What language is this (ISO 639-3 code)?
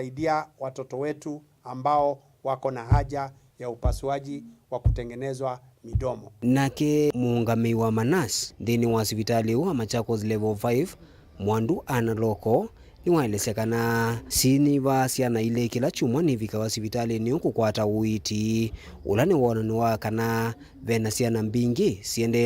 kam